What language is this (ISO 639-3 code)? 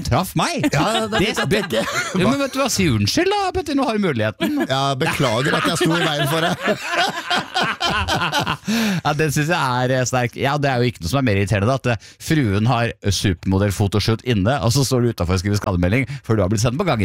nor